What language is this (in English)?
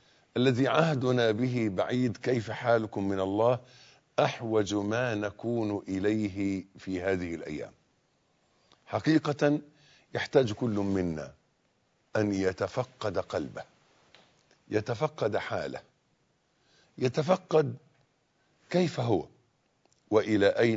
Arabic